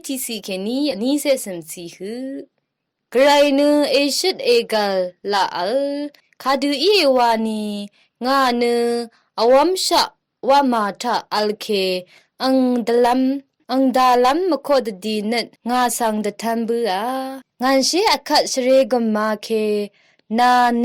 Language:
Rawang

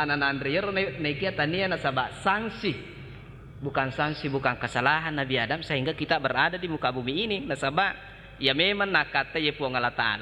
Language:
Buginese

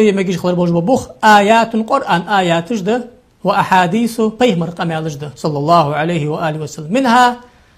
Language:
Ingush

